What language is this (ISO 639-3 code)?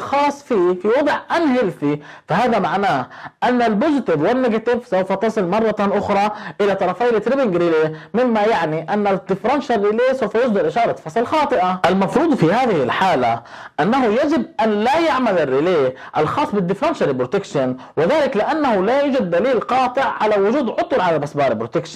ara